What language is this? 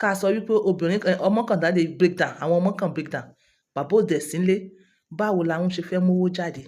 Yoruba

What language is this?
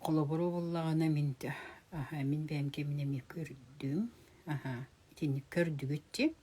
Yakut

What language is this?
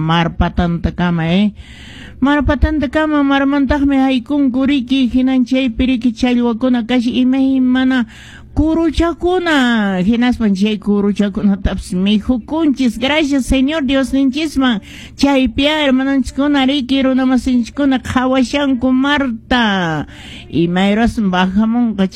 Quechua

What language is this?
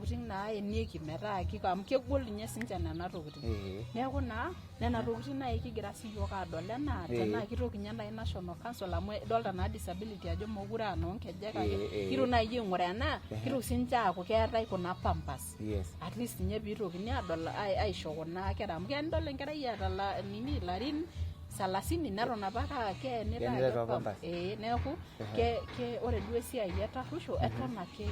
Masai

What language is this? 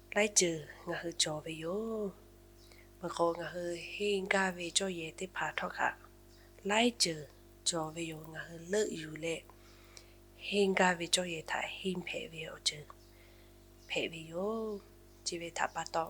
Lahu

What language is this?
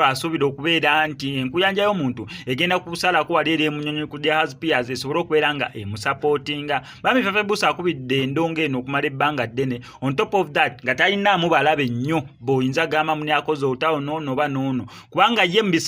Ganda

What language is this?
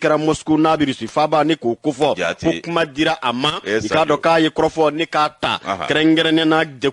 Bambara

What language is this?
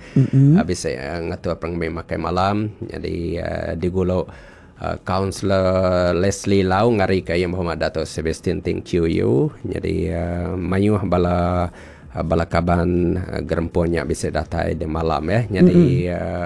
Iban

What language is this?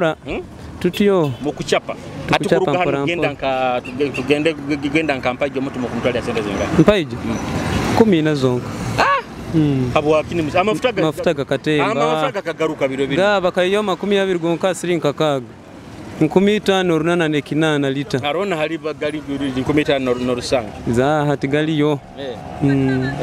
Nyoro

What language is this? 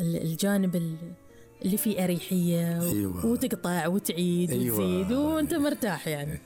Gulf Arabic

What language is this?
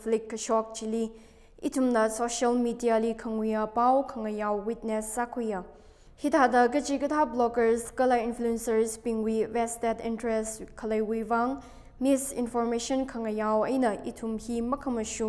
Tangkhul Naga (India)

